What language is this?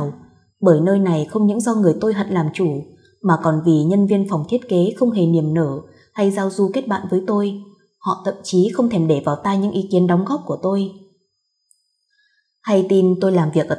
Vietnamese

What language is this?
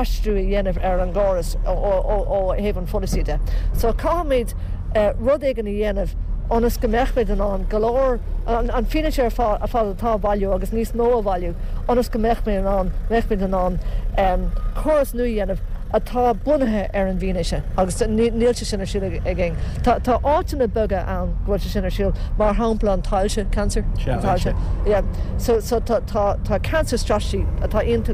Irish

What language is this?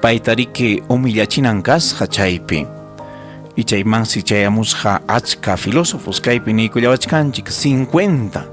Ayacucho Quechua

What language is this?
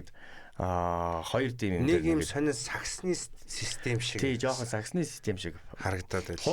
Mongolian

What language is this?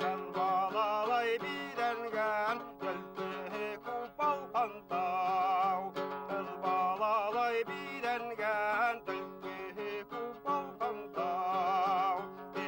Bashkir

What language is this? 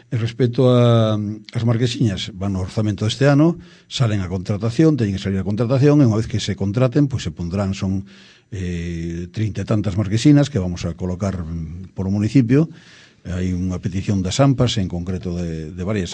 Galician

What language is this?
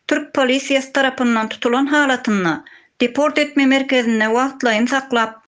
Turkmen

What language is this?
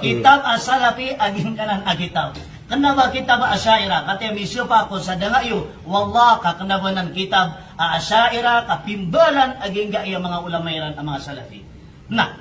Maranao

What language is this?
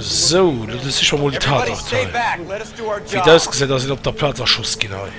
Luxembourgish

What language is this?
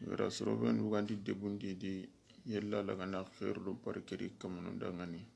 Soninke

